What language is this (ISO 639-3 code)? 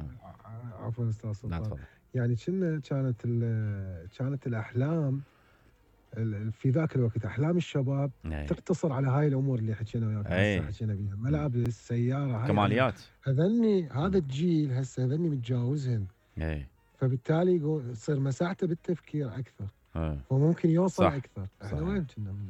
acm